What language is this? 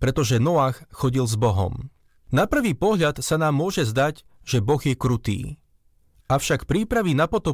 Slovak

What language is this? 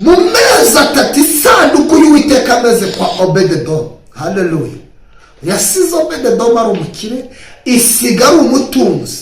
Kinyarwanda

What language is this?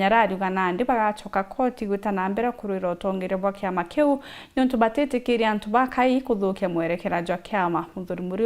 Meru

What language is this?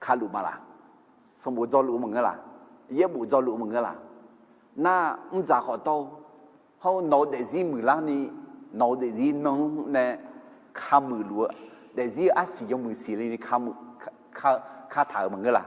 Akha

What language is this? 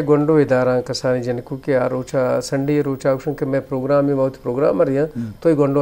Eastern Balochi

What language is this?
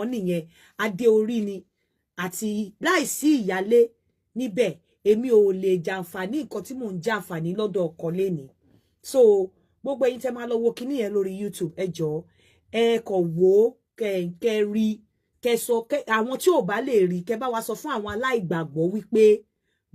Yoruba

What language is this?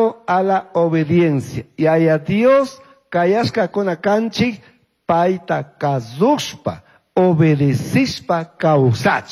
Chimborazo Highland Quichua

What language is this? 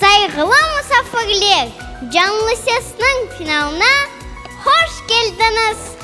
Crimean Tatar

